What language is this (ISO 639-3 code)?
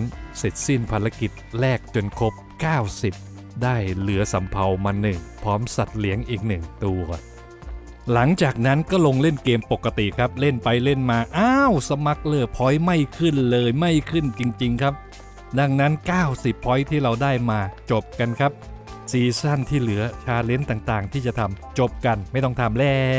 tha